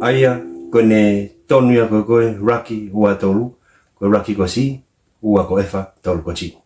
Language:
Tongan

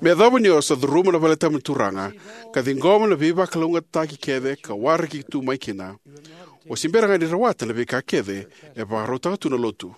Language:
Fijian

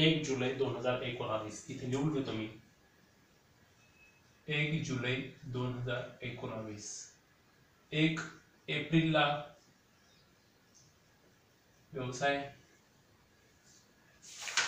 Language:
Marathi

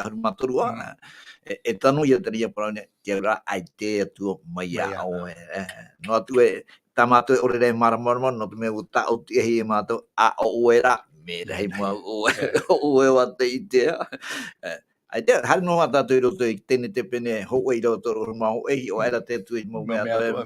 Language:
Tahitian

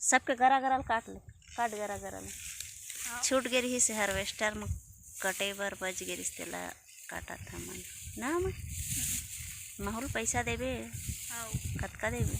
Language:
Chhattisgarhi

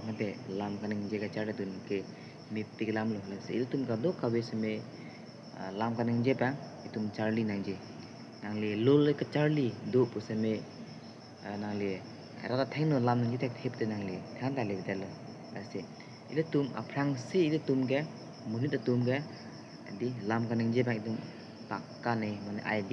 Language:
Karbi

